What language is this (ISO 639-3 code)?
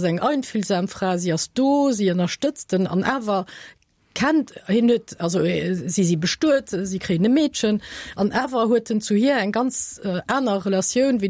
ltz